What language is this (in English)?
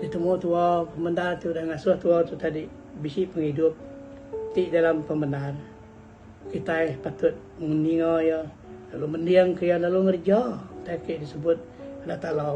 Iban